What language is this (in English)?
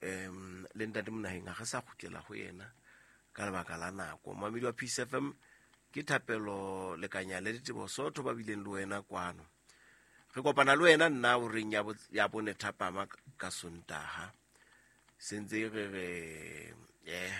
Southern Sotho